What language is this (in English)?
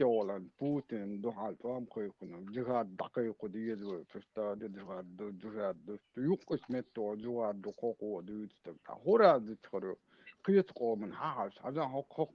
Chechen